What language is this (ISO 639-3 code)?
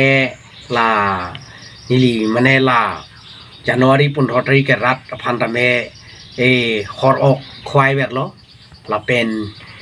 mjw